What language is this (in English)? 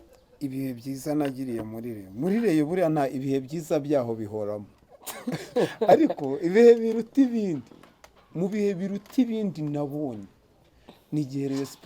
Kinyarwanda